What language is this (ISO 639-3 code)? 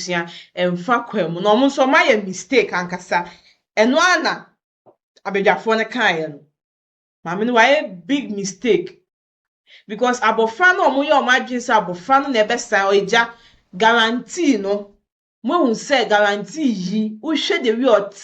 aka